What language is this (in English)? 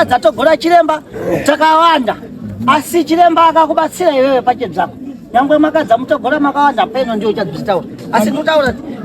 Shona